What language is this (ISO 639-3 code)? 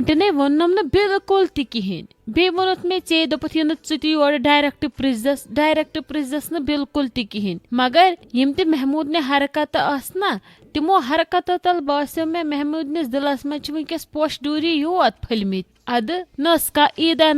kas